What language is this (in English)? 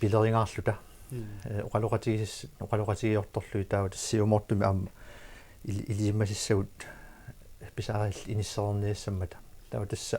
Kalaallisut